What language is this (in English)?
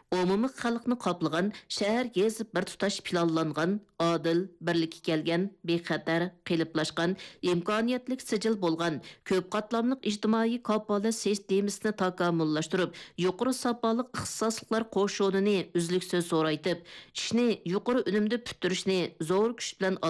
Uyghur